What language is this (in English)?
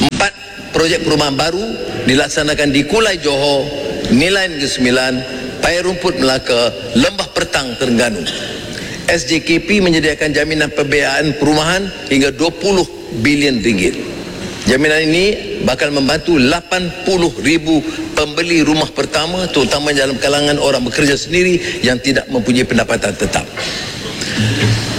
Malay